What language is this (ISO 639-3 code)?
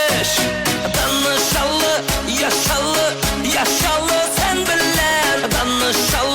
kaa